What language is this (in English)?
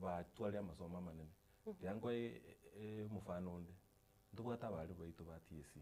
Gusii